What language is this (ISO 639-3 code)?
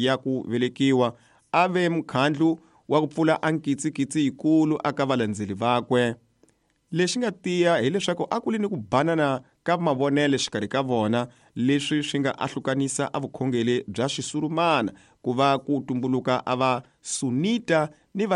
tso